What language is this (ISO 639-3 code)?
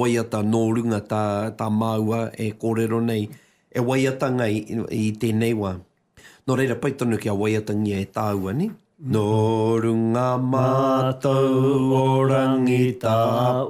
mri